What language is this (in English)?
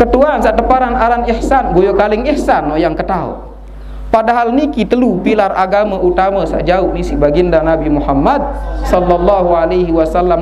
Sasak